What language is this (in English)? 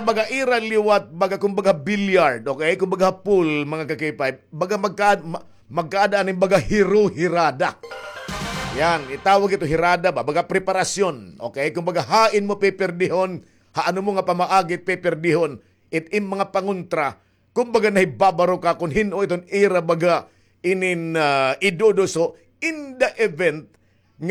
Waray